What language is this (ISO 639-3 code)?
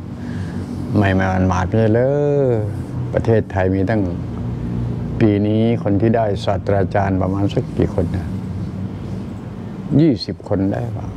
tha